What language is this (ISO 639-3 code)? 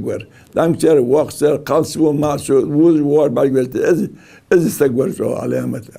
inh